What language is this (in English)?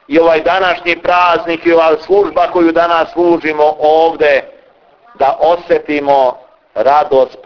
Croatian